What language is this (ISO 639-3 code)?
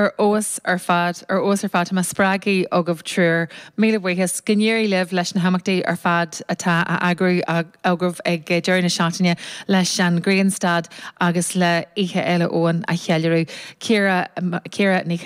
gle